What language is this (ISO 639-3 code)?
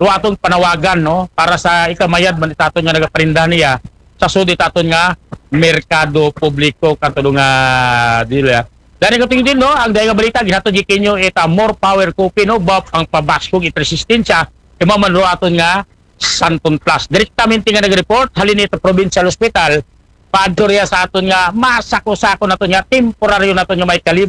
akl